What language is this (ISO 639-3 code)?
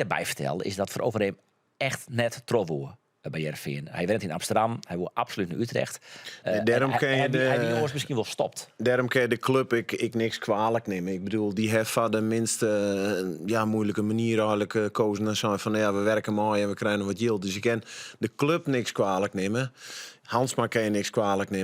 fry